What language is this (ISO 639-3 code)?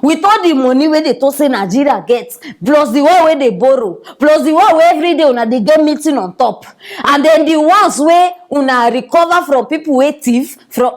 pcm